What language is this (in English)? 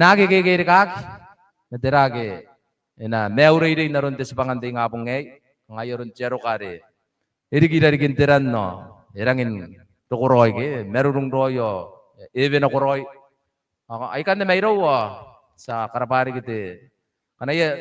Gilbertese